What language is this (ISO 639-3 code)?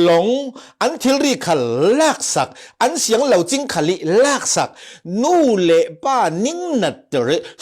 cfm